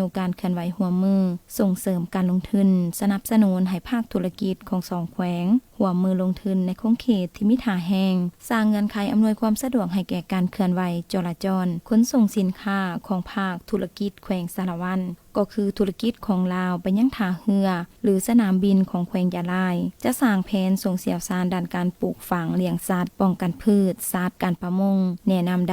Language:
Lao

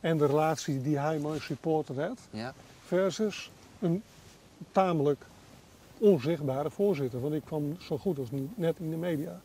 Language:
Western Frisian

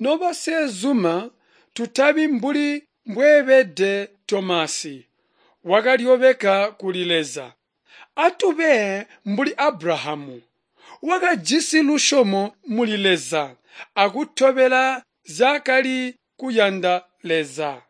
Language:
Tonga (Zambia)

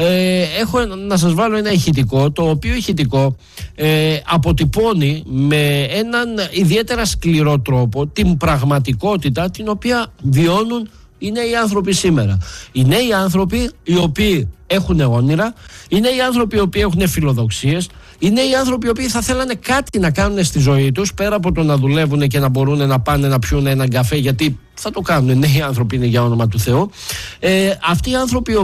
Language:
Greek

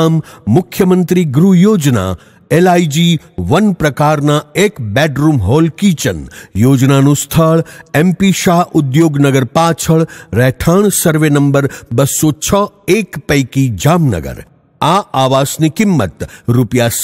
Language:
Gujarati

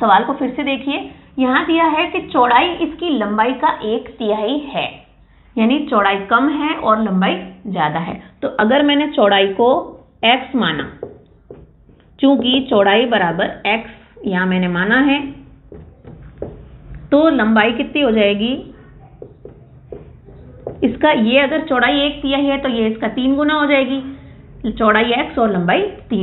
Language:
Hindi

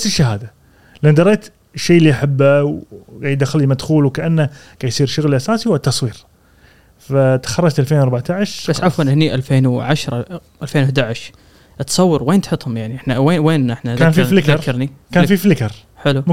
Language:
Gulf Arabic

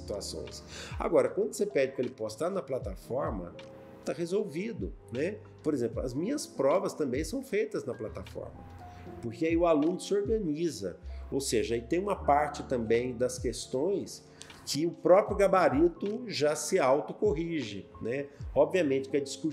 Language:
Portuguese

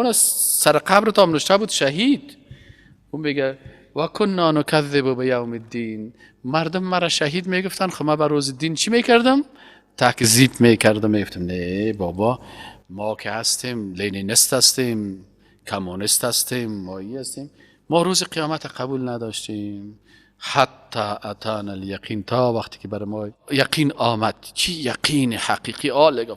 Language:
Persian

